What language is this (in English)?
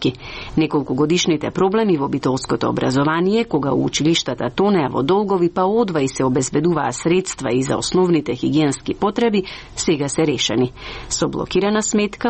Macedonian